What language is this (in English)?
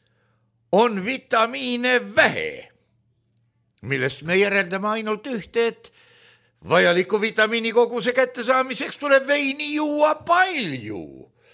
Estonian